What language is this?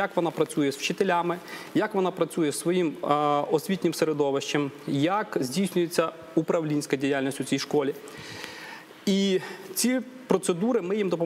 Ukrainian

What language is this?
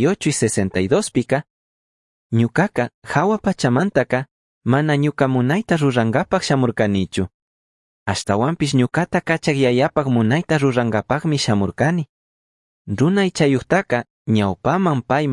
Chimborazo Highland Quichua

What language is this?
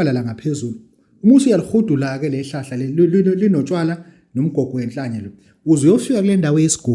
Zulu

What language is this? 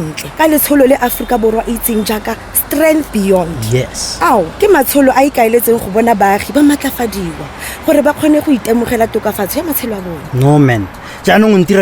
Tswana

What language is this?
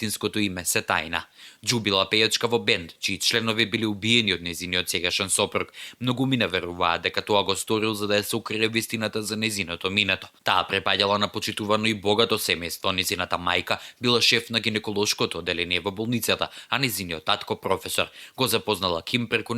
Macedonian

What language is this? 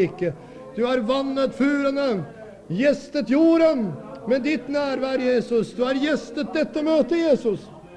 Norwegian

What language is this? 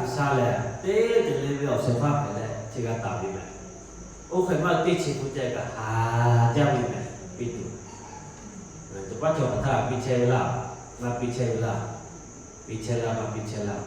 Lahu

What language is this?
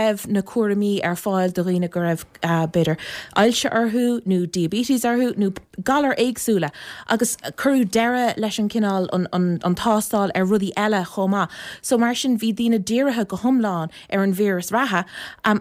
Irish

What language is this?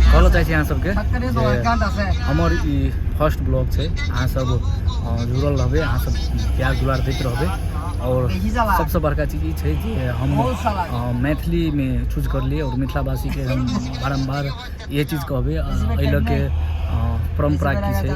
Maithili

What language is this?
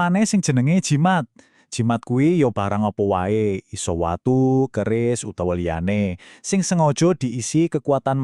Javanese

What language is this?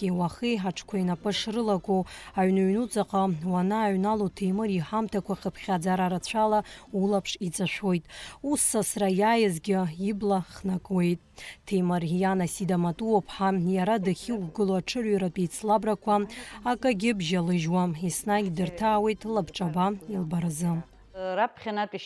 Abkhazian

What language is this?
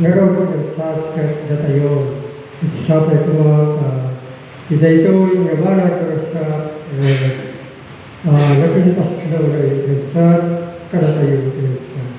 Iloko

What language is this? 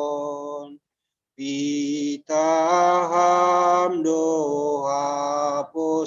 Batak Simalungun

